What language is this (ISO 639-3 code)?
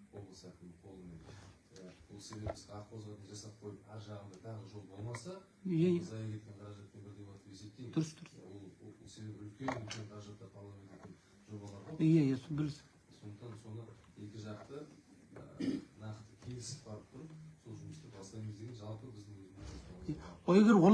kaz